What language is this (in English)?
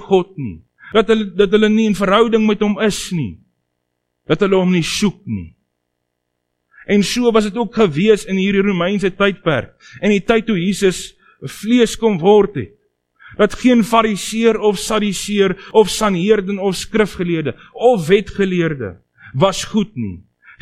Afrikaans